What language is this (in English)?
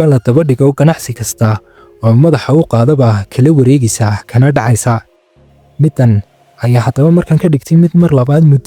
Somali